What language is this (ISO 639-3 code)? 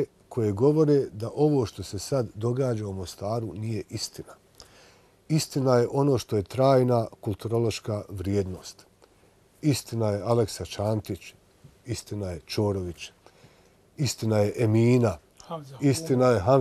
bos